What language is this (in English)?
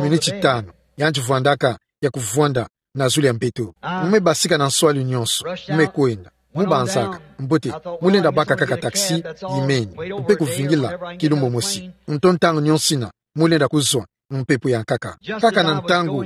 Kituba (Democratic Republic of Congo)